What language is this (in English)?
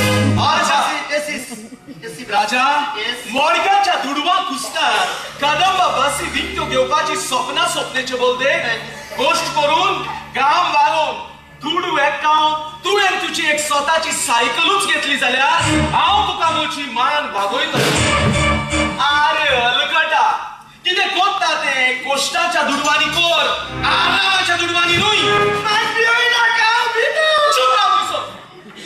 Konkani